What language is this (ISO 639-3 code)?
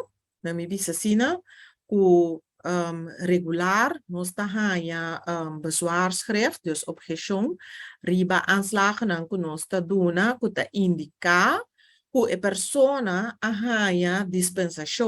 pap